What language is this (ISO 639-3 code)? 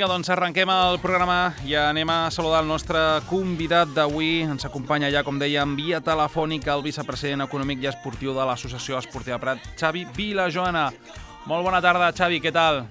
cat